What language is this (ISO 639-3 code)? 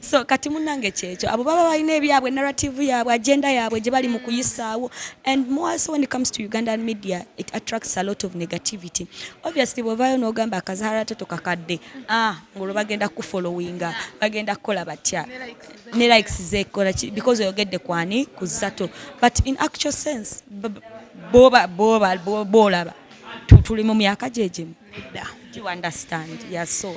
lug